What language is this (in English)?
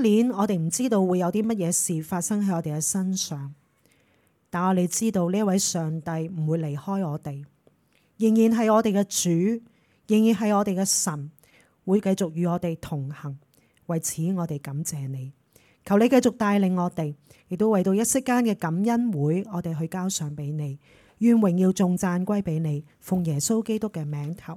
Cantonese